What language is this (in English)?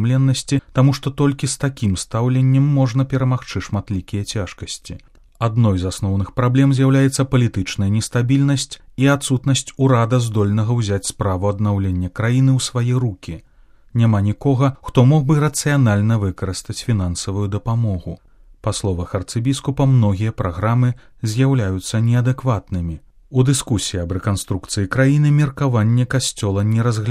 Belarusian